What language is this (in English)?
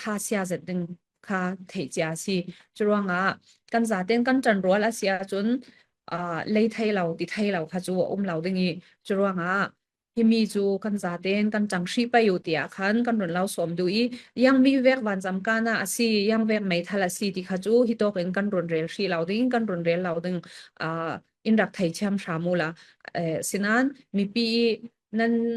Falam Chin